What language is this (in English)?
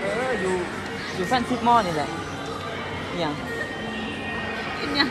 Lao